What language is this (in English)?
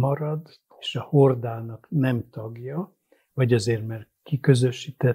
Hungarian